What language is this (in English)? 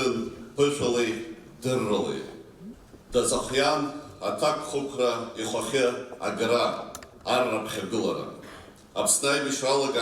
Abkhazian